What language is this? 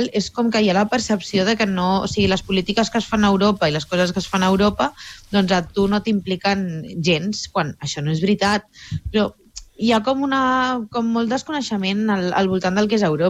Catalan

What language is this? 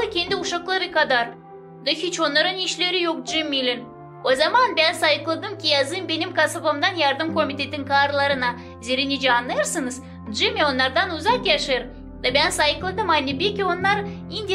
Gagauz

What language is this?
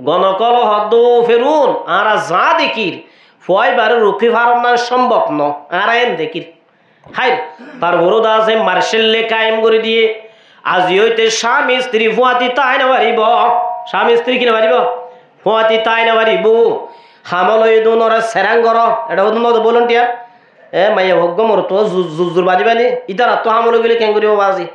Rohingya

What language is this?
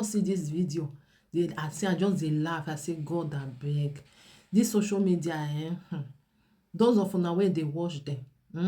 Nigerian Pidgin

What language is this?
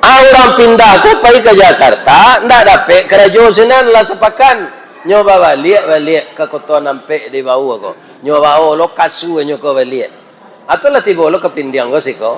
Minangkabau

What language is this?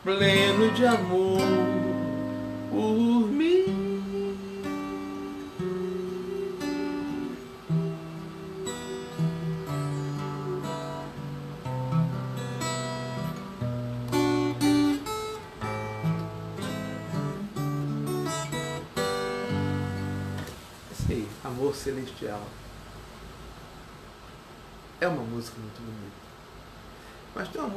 Portuguese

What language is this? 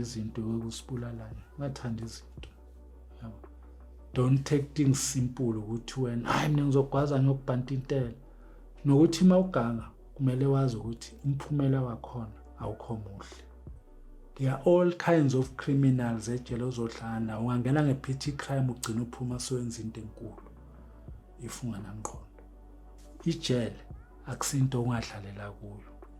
Zulu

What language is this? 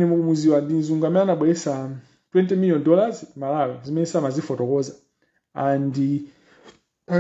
Nyanja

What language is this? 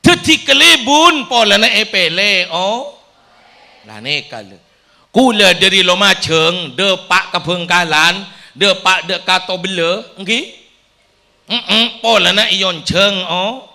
Madurese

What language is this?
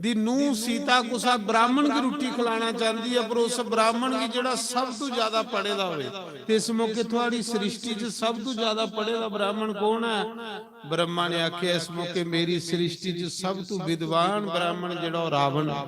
Dogri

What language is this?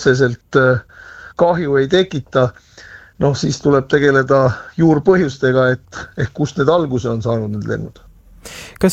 Estonian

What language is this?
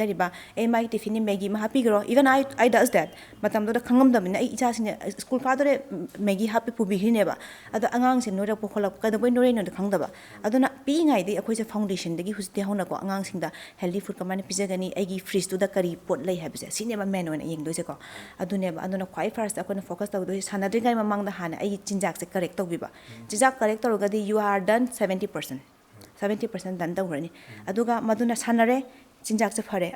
Manipuri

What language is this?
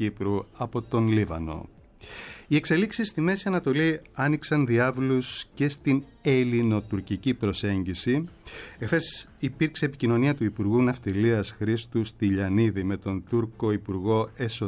Greek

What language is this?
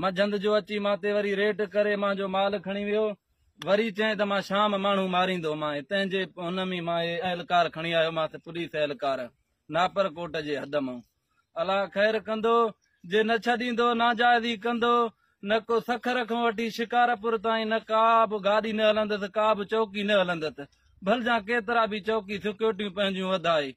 Sindhi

